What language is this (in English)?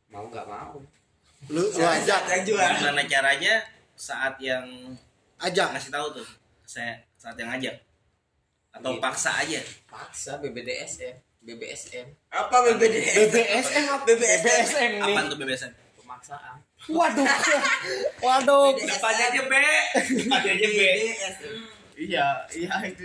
Indonesian